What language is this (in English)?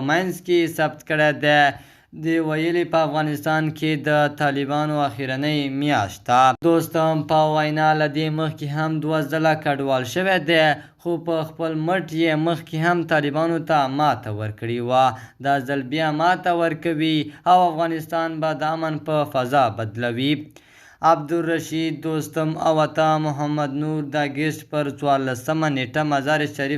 Pashto